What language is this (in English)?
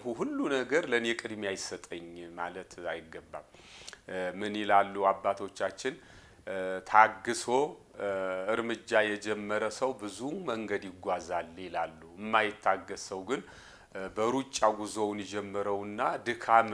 Amharic